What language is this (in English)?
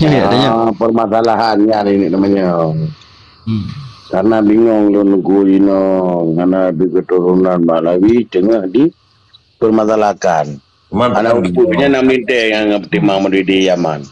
Achinese